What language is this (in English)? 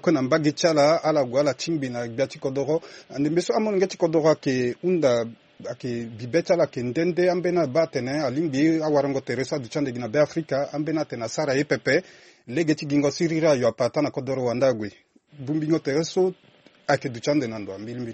Sango